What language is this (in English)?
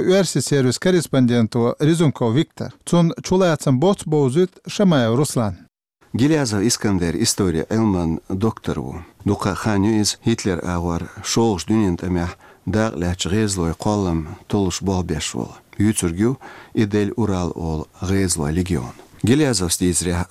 Chechen